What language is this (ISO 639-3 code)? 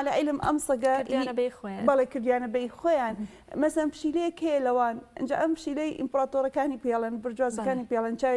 ckb